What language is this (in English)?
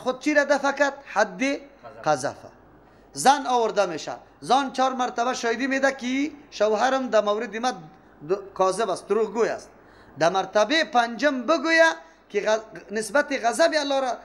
Persian